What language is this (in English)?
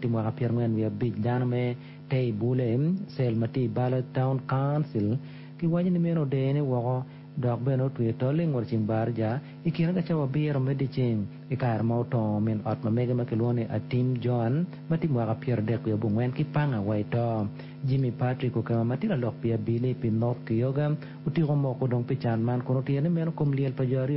Acoli